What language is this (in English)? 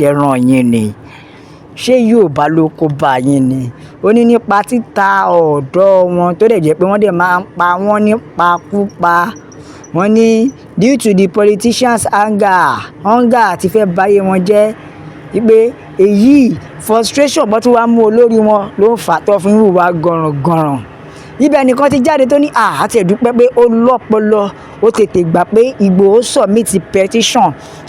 Yoruba